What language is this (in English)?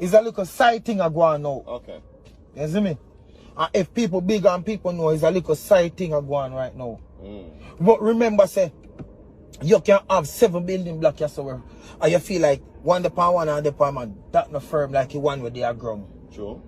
Jamaican Creole English